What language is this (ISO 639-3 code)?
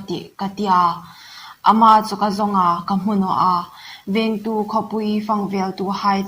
hmr